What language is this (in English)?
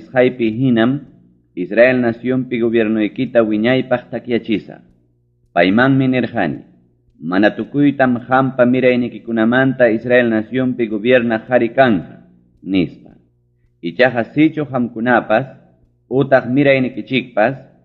Ayacucho Quechua